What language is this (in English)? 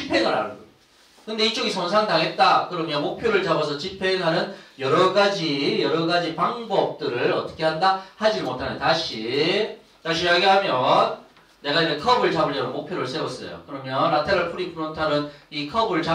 Korean